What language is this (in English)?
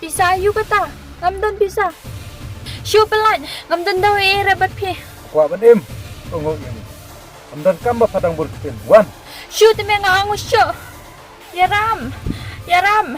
Khasi